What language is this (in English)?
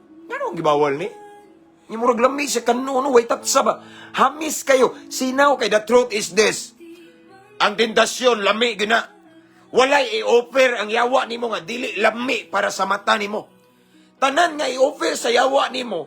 Cebuano